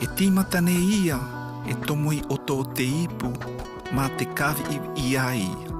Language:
South Marquesan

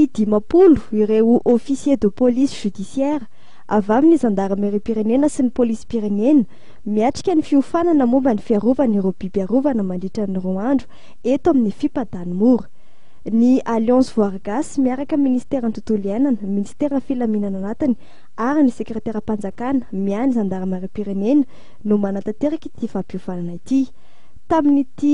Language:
Malagasy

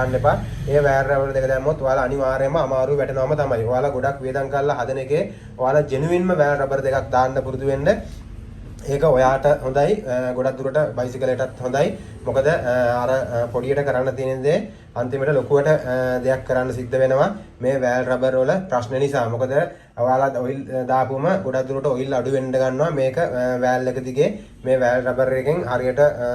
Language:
Sinhala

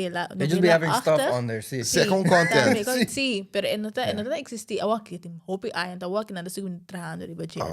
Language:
Papiamento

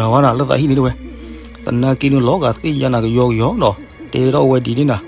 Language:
S'gaw Karen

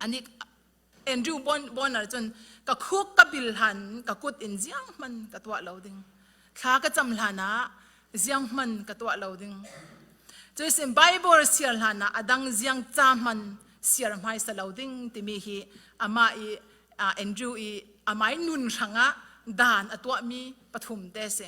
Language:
Falam Chin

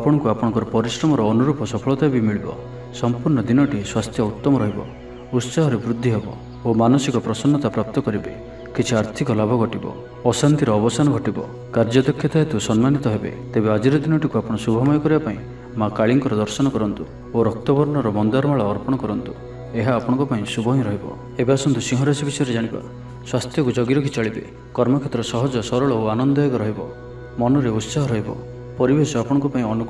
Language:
Odia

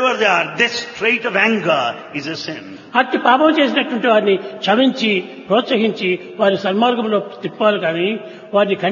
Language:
Telugu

